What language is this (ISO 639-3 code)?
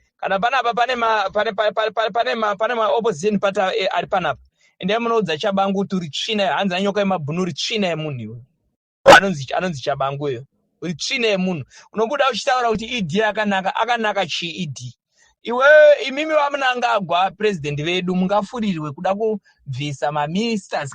sna